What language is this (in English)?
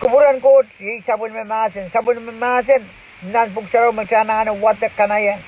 Pohnpeian